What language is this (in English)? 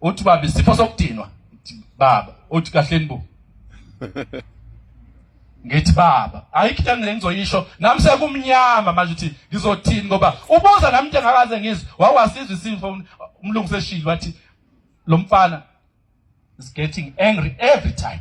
Zulu